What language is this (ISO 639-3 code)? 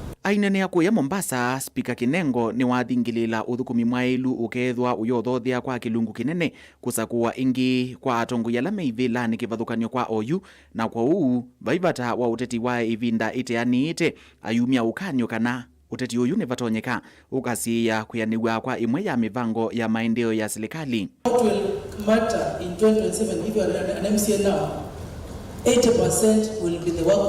kam